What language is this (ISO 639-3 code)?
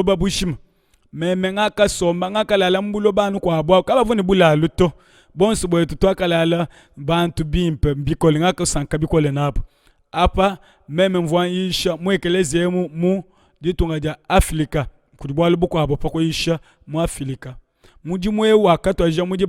lua